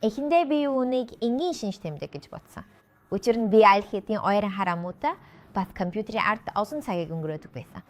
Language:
Mongolian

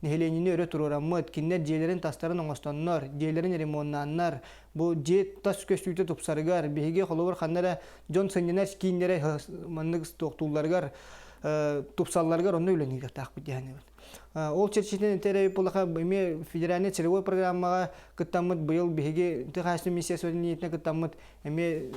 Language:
Yakut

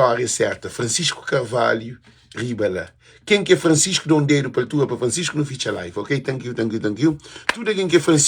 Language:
Kabuverdianu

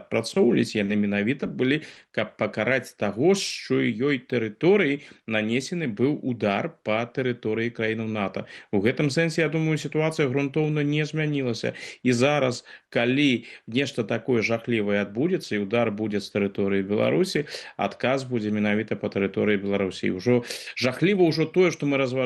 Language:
Belarusian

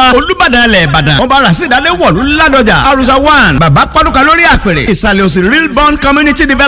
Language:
Yoruba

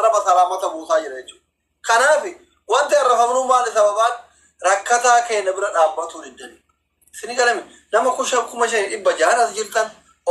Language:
Oromo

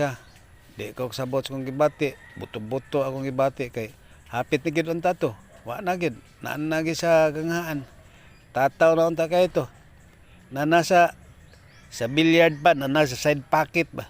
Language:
Cebuano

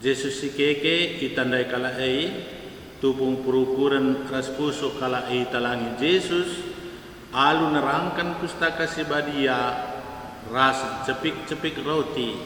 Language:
Batak Karo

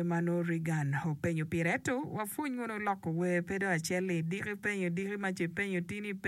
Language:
Acoli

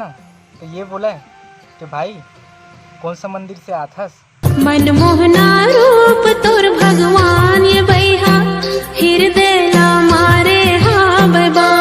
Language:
Chhattisgarhi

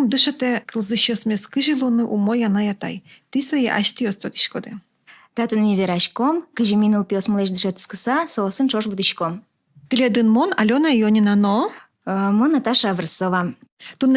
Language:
Udmurt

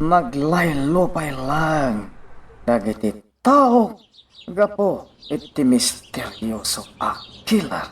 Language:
Iloko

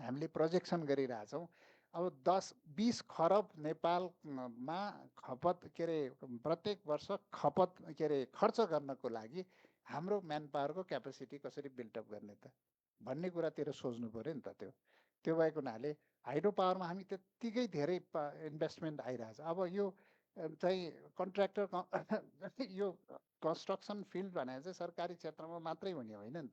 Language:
Nepali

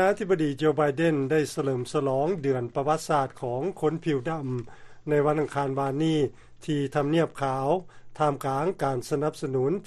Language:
Lao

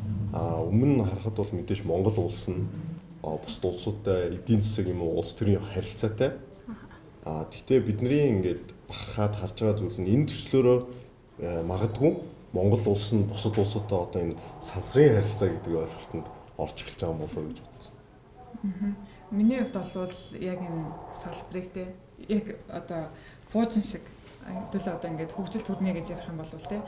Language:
Mongolian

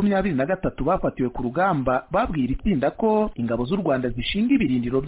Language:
Kinyarwanda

